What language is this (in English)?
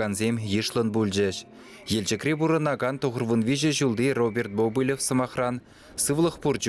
Chuvash